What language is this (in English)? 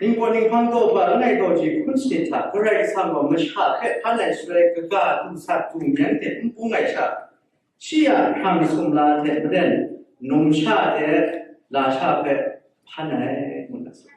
Kachin